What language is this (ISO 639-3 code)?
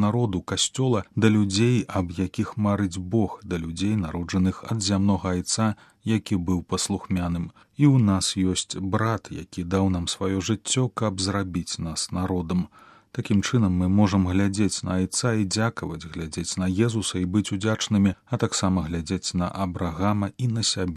bel